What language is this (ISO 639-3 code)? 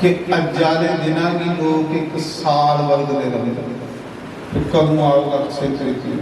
doi